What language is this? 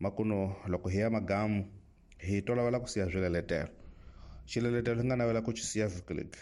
Tsonga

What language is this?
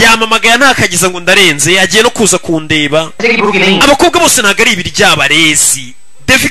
Kinyarwanda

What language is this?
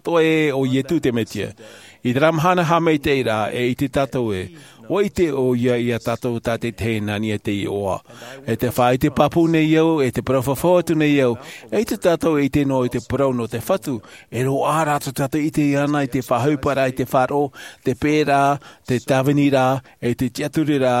Tahitian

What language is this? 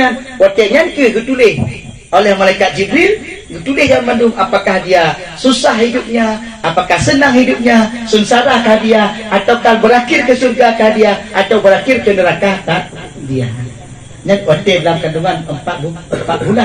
Achinese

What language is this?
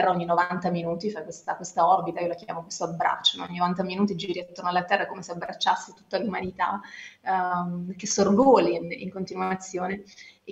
Italian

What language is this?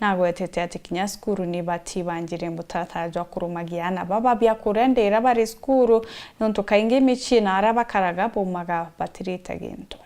Meru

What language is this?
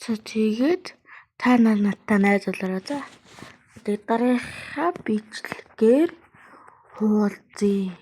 Mongolian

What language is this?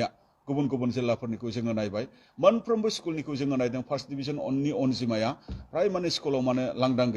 Bodo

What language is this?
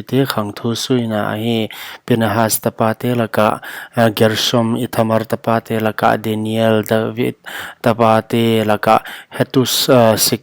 Paite Chin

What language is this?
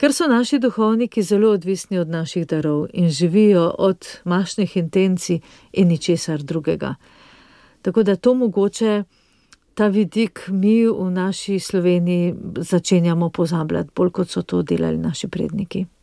Slovenian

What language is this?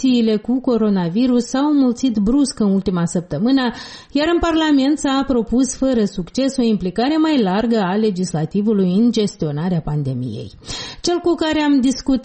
Romanian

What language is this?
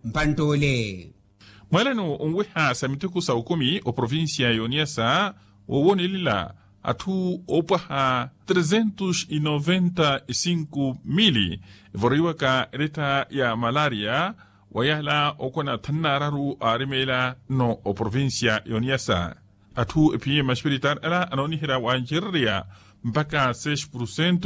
Makhuwa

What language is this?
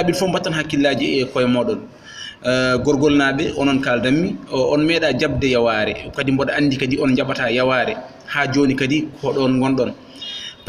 Fula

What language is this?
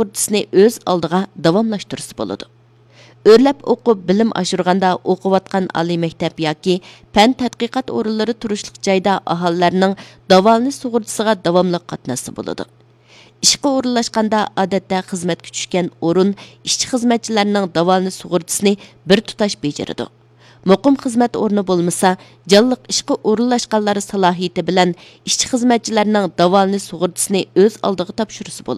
Uyghur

